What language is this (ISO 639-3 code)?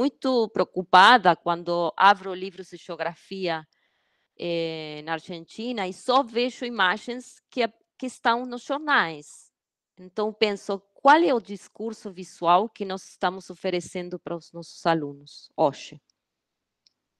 por